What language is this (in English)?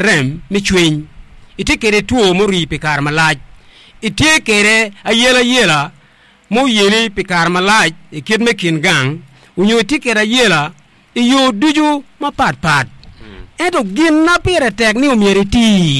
Acoli